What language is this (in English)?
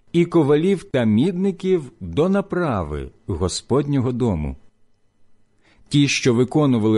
Ukrainian